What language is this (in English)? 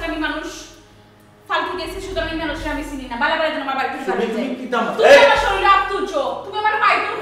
Sylheti